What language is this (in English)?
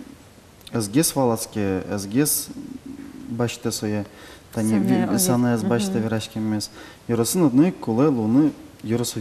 Udmurt